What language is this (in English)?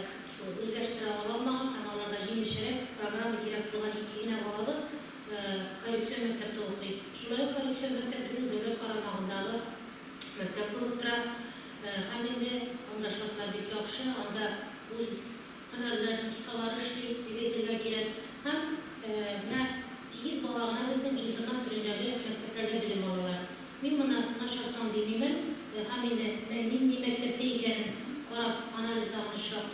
Tatar